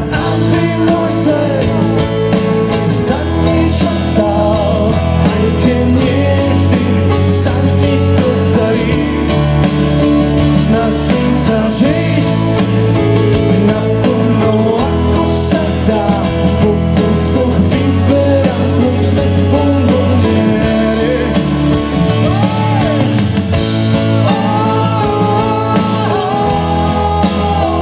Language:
Slovak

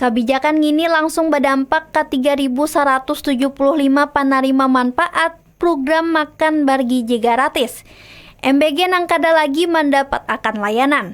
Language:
Banjar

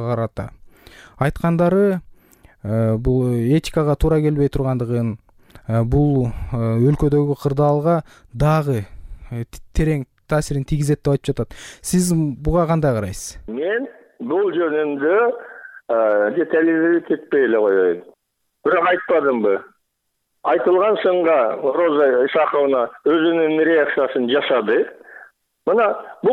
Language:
Kyrgyz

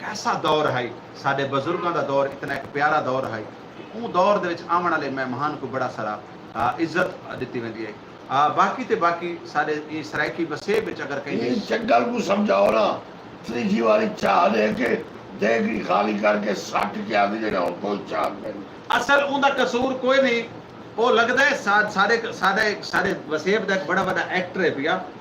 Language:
Saraiki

